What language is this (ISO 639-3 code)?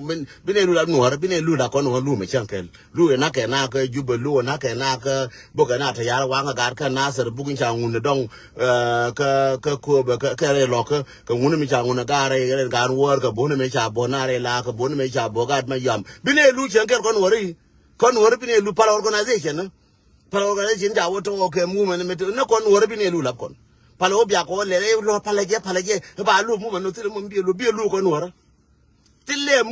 nus